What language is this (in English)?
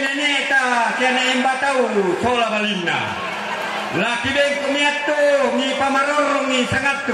Toraja-Sa'dan